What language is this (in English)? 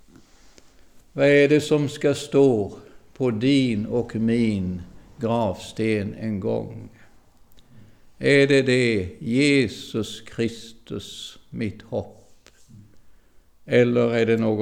Swedish